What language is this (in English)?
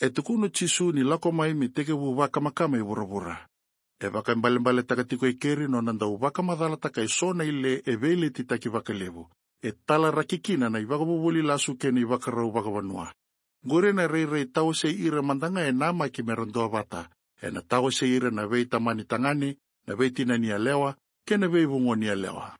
Fijian